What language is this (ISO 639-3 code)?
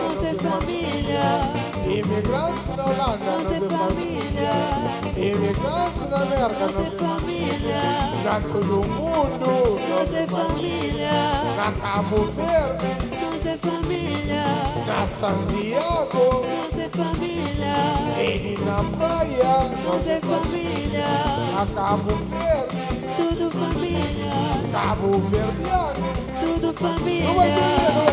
kea